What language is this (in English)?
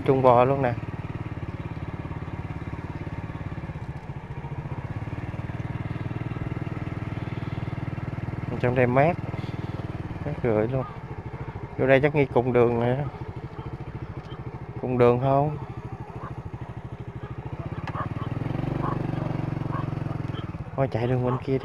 Vietnamese